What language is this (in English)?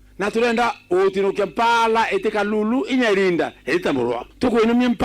Meru